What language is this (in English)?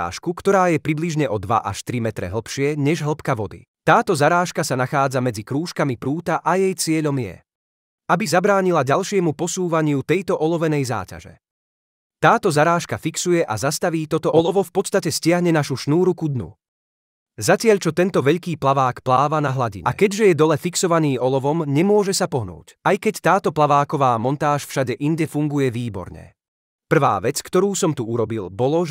Slovak